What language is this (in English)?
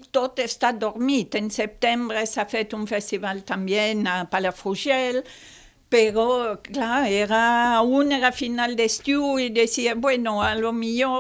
Catalan